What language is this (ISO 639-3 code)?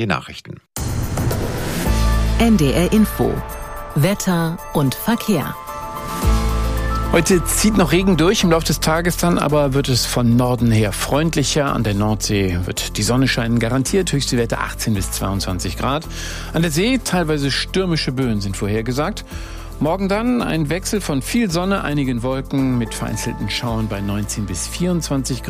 deu